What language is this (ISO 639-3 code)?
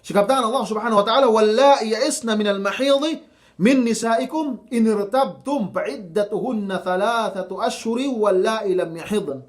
yka